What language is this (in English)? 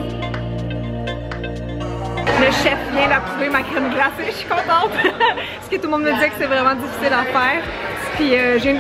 French